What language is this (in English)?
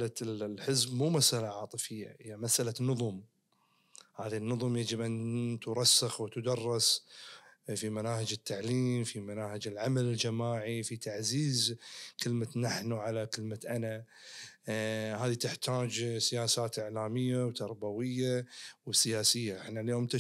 Najdi Arabic